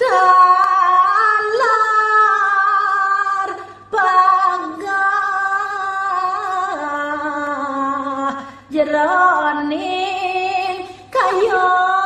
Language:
Balinese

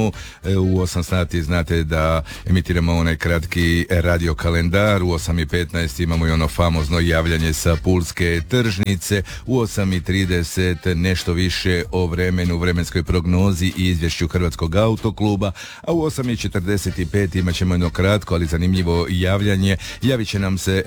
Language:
Croatian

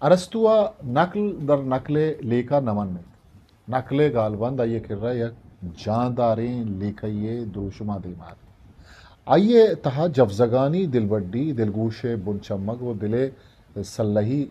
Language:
Baluchi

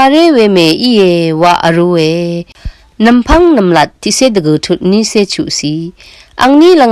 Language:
Rawang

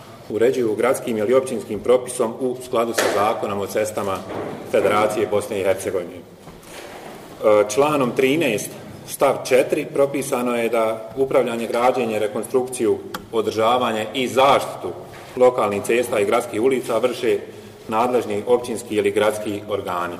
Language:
Bosnian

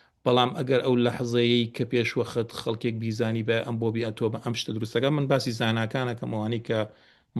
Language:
Central Kurdish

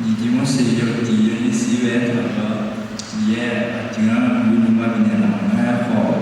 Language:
Akha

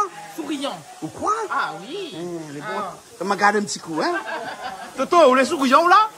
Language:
Réunion Creole French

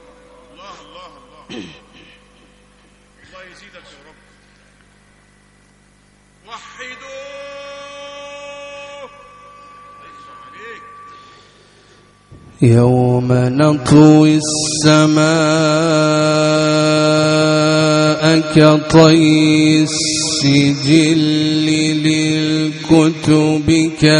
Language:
Arabic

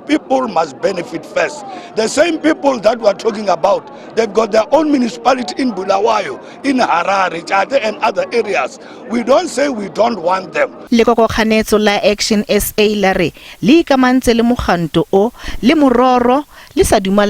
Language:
Tswana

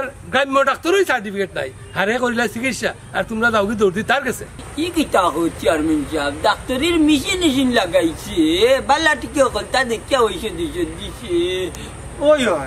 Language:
Sylheti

